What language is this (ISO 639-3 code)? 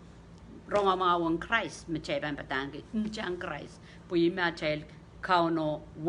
pon